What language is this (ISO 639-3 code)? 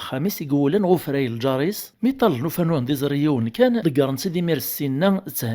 kab